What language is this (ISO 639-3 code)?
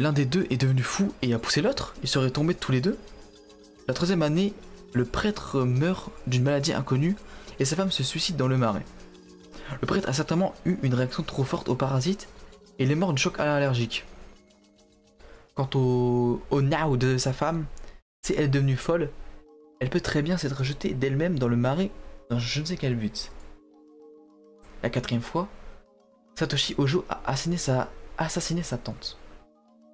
fra